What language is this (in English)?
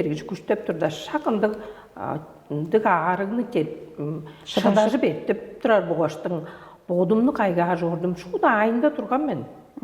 Tuvinian